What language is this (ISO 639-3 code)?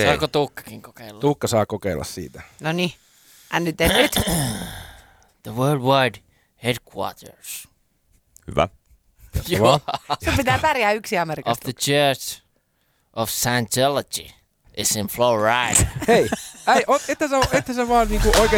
fin